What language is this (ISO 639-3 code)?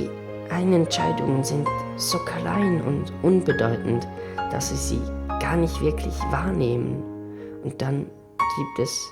gsw